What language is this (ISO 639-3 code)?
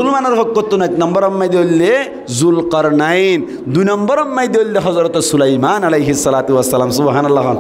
rhg